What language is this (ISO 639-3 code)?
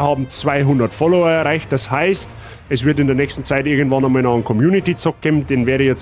bar